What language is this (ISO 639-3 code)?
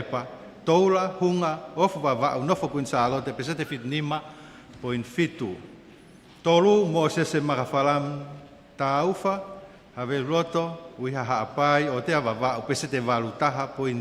ton